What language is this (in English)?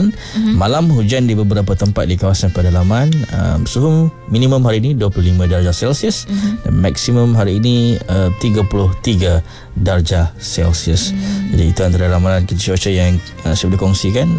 Malay